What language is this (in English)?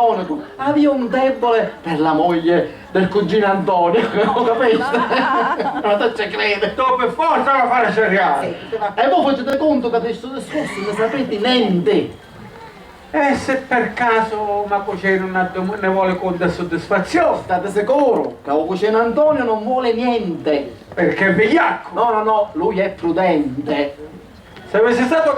Sicilian